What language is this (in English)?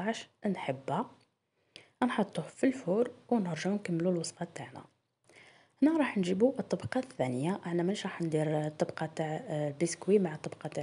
Algerian Arabic